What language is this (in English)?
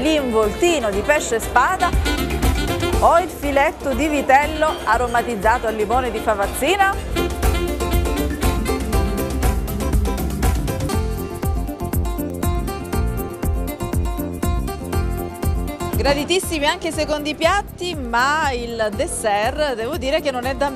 Italian